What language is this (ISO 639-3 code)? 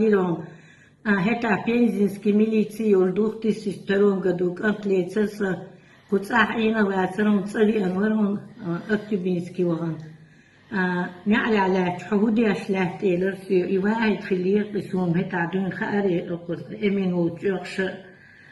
che